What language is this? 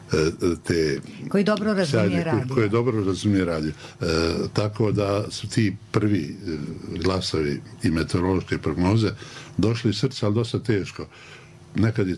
Bosnian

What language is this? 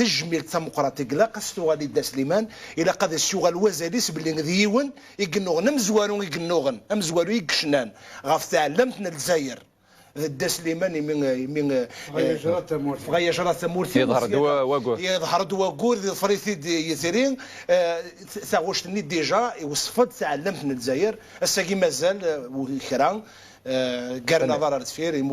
Kabyle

